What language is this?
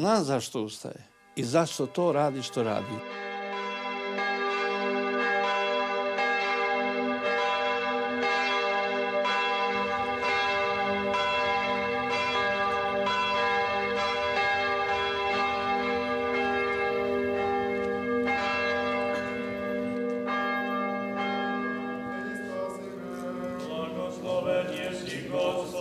Serbian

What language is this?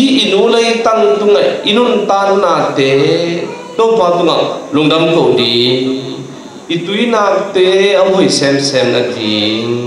Tedim Chin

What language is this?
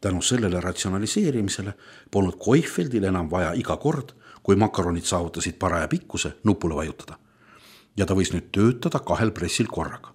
Estonian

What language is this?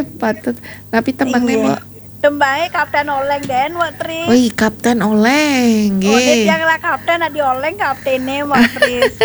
Balinese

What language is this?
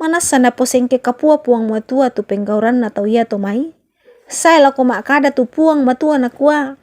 Toraja-Sa'dan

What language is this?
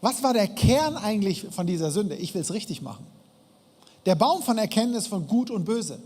Swiss German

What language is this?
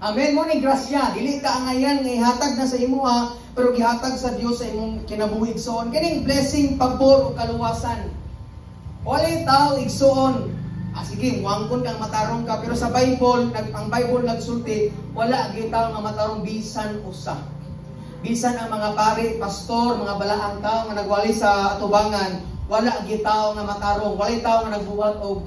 Cebuano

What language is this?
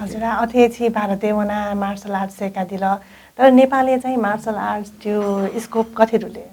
Newari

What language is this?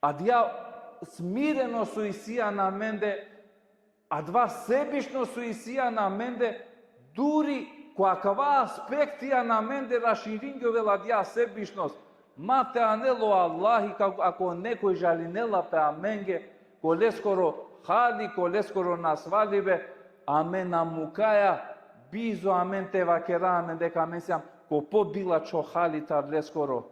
Balkan Romani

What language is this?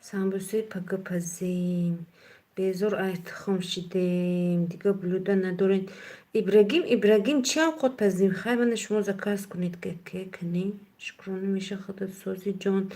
Tajik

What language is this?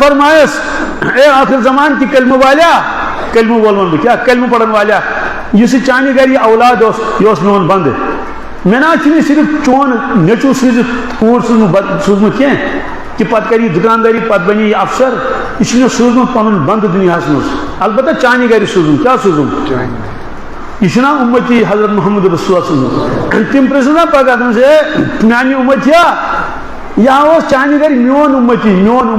Kashmiri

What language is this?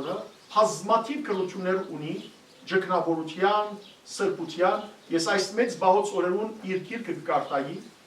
Western Armenian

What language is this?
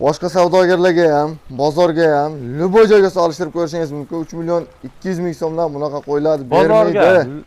Uzbek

